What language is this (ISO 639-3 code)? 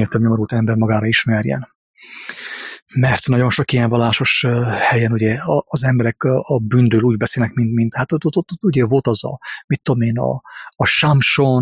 hun